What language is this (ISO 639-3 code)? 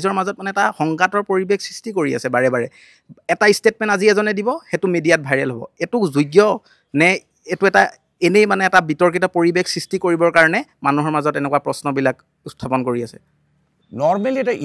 asm